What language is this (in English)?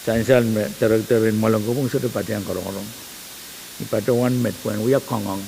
Pohnpeian